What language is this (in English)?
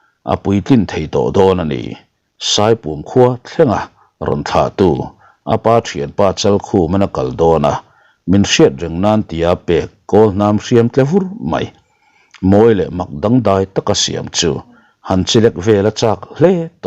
Mizo